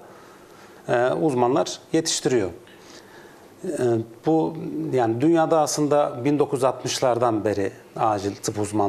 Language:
Turkish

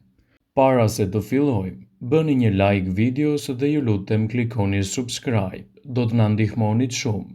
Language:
Albanian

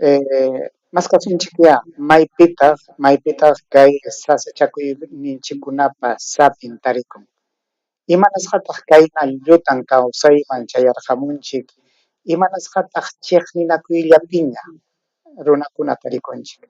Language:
Ayacucho Quechua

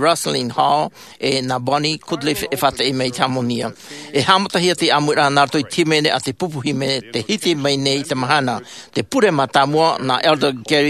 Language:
Tahitian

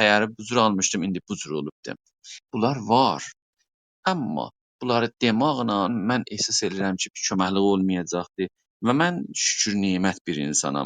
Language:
South Azerbaijani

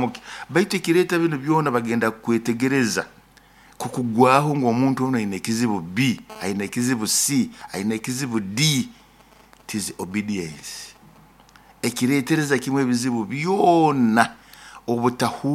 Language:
Nyoro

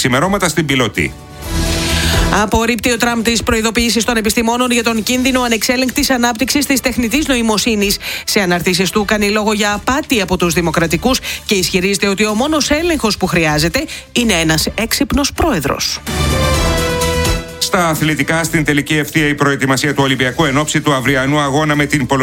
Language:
Greek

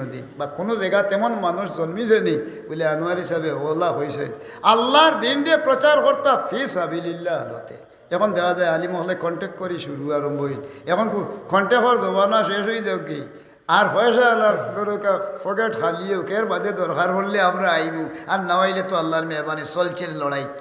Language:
Sylheti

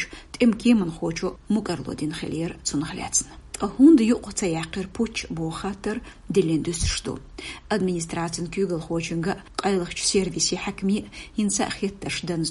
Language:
Chechen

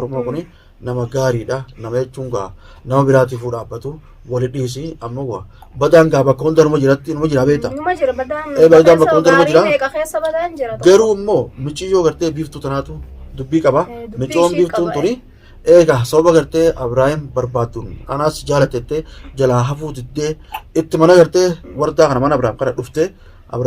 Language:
Oromo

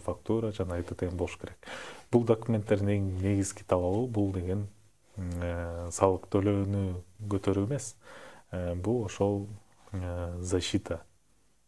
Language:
Kyrgyz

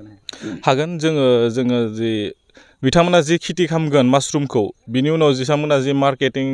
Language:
Bodo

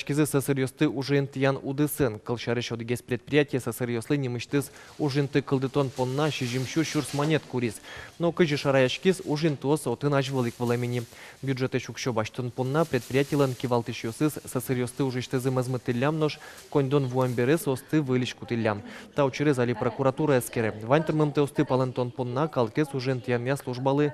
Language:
Udmurt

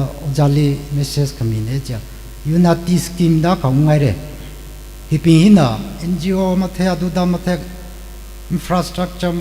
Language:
Tangkhul Naga (India)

